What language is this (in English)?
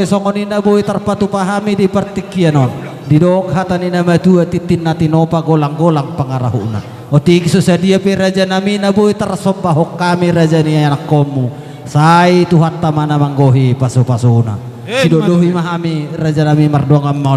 Batak Toba